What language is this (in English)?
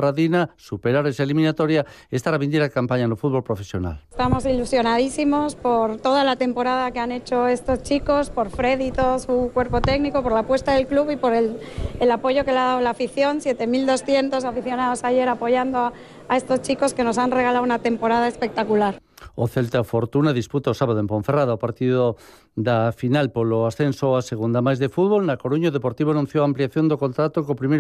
Galician